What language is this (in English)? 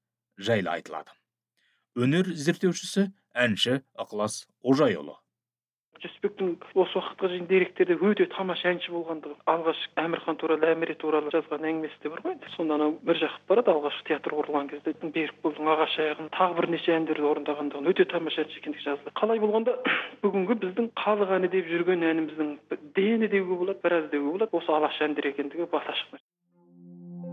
Kazakh